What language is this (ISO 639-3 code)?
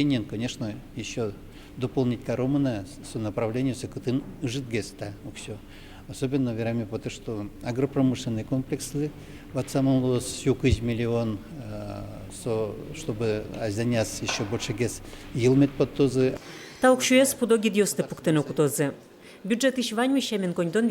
udm